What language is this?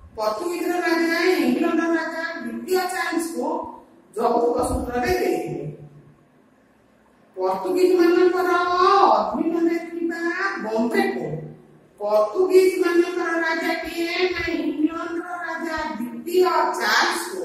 Odia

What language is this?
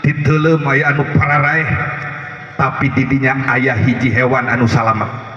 Sundanese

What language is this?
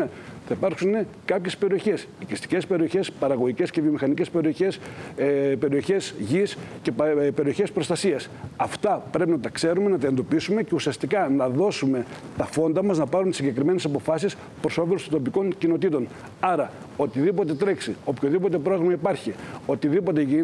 Greek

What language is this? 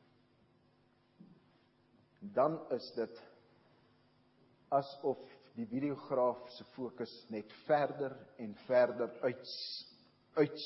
Afrikaans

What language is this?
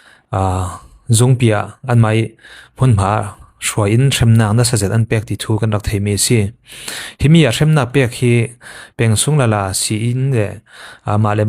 Falam Chin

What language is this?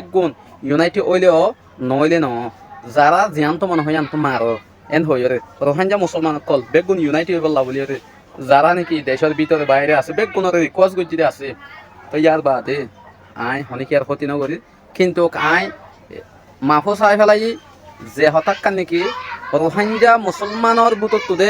Rohingya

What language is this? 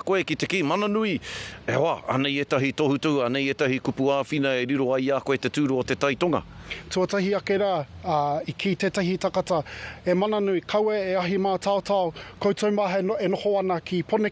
Māori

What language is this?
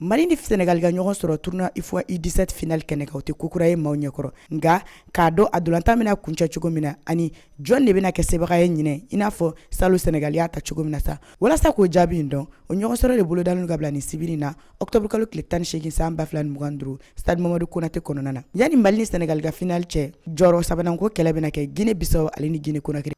Bambara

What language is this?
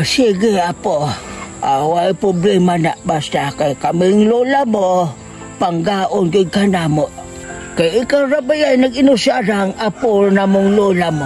Cebuano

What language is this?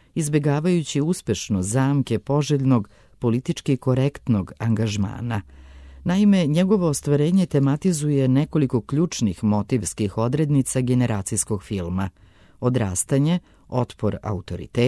Serbian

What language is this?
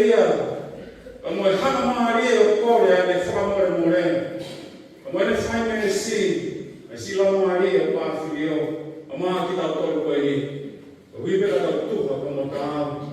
Tongan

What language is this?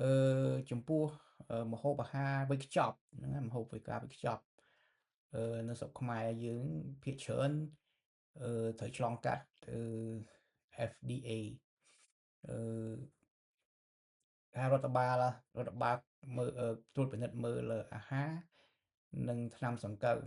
Khmer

